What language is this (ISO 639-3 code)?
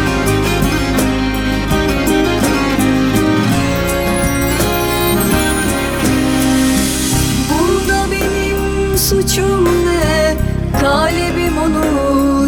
tur